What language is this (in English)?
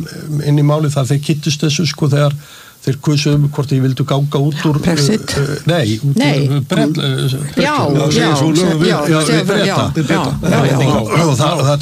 Icelandic